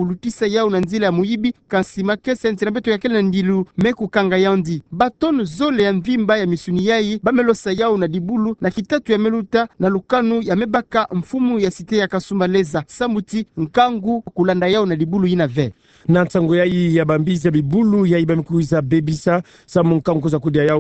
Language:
Kituba (Democratic Republic of Congo)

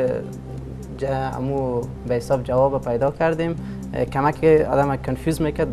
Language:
Persian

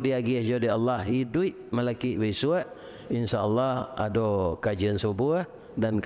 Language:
Minangkabau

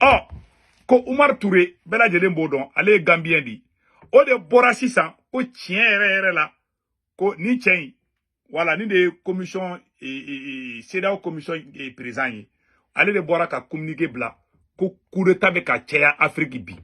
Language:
Bambara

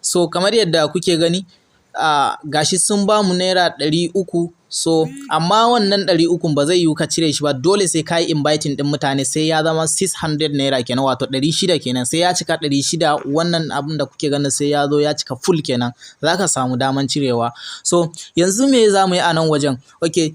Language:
Hausa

